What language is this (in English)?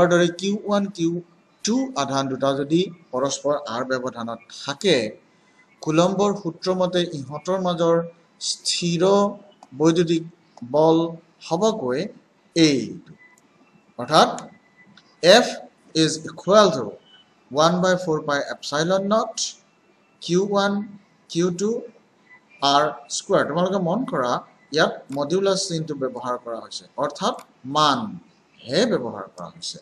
Assamese